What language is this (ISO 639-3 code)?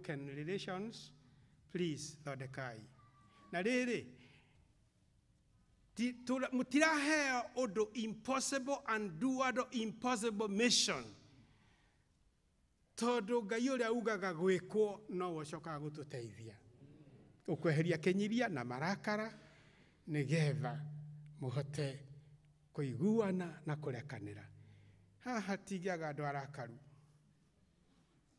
kik